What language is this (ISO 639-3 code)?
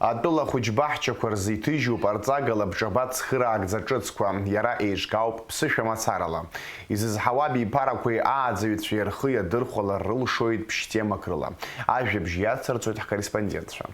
abk